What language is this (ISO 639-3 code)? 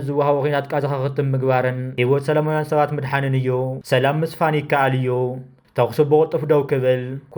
tir